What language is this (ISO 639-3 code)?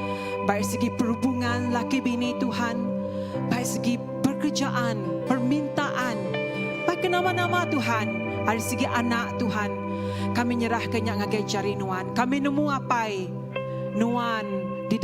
iba